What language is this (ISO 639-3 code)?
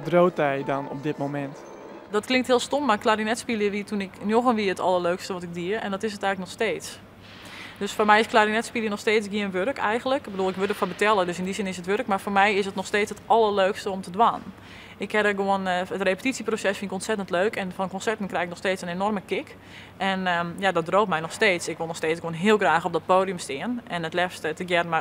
fry